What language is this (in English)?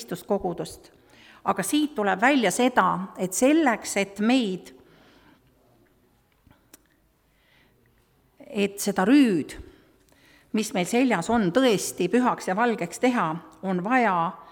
Estonian